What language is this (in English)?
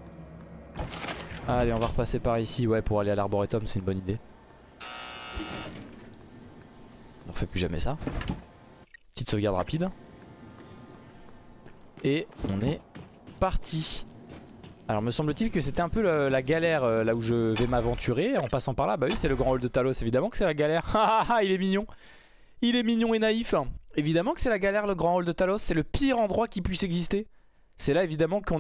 French